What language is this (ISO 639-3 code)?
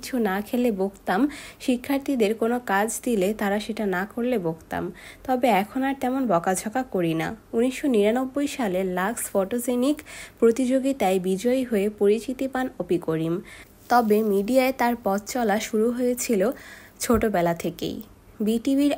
ben